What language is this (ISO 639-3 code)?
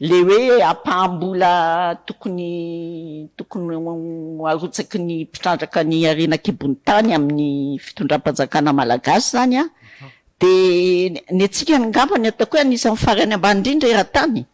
mlg